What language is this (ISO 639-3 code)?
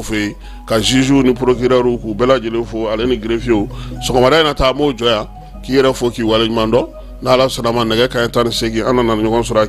bam